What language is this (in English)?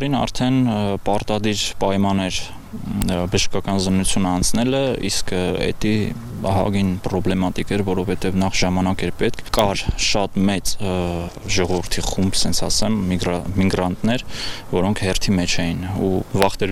Armenian